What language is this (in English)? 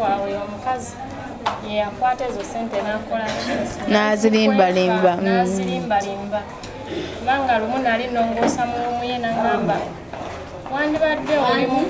Ganda